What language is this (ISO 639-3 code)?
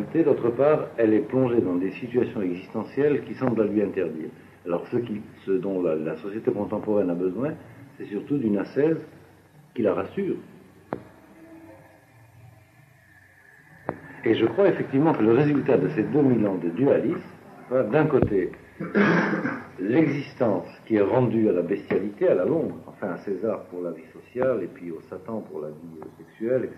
fra